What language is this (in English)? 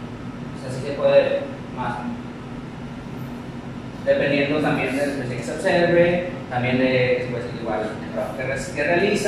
Spanish